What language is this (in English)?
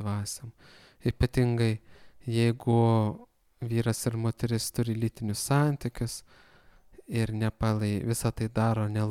Lithuanian